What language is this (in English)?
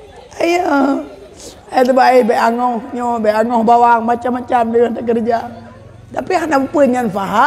Achinese